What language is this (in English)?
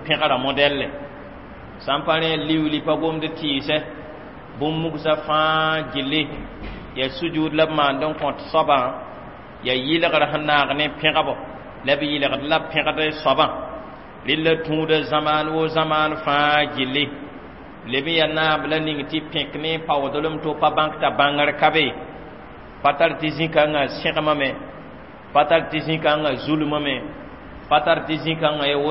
Mossi